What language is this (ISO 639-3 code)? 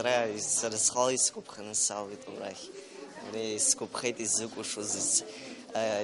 abk